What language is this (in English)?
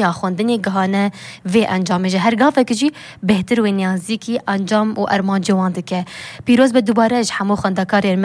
Kurdish